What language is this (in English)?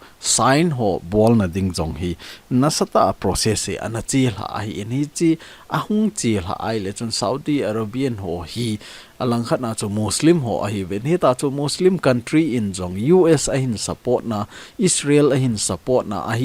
Thado Chin